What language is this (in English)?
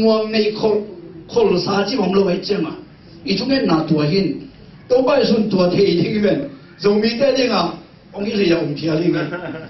Tedim Chin